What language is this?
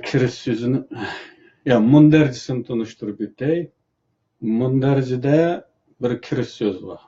Uyghur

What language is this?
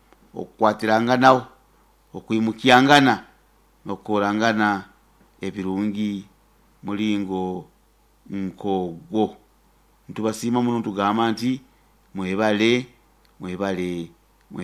Nyankole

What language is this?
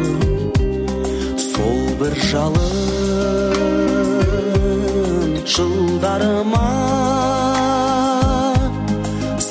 Kazakh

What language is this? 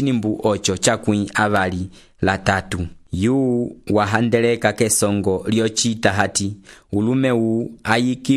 Umbundu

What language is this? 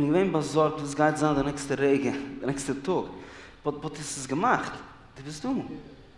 Yiddish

